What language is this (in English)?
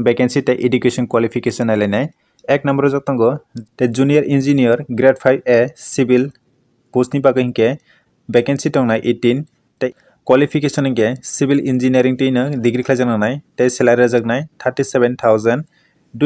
Kok Borok